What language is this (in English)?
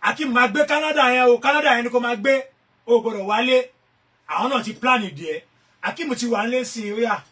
Yoruba